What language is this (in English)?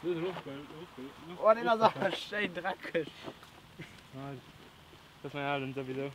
Luxembourgish